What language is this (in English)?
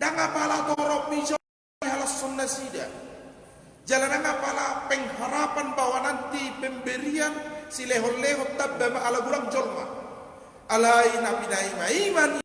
Batak Toba